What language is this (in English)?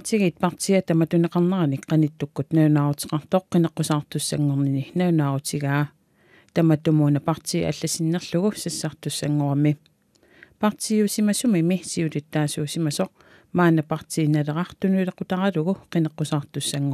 Kalaallisut